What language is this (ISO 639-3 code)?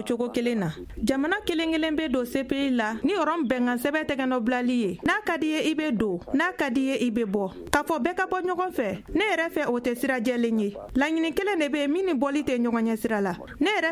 bam